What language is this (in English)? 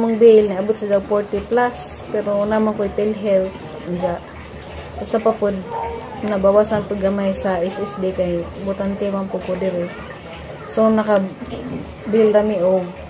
Cebuano